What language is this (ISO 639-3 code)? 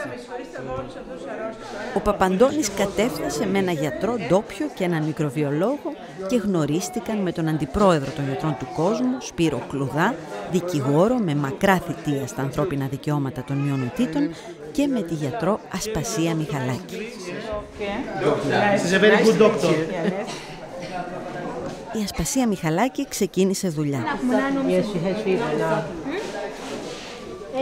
ell